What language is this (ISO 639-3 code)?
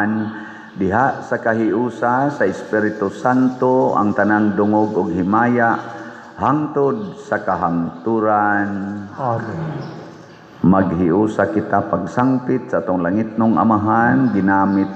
ceb